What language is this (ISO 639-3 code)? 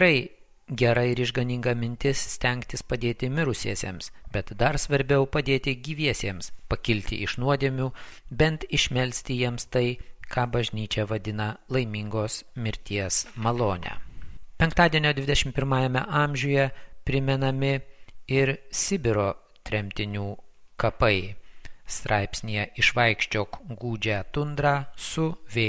lit